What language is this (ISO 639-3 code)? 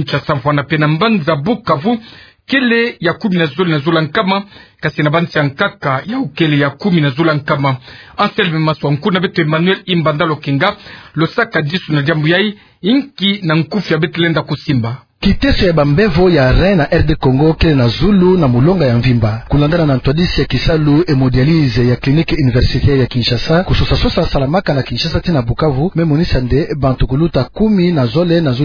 ktu